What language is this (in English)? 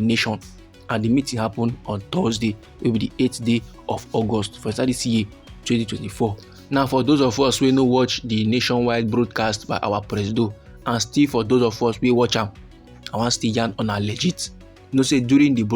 Nigerian Pidgin